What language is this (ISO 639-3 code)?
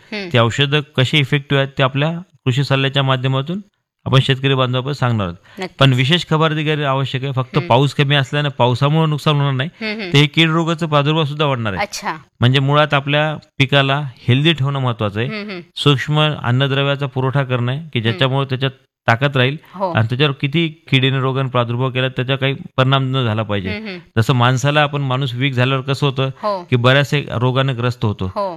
mar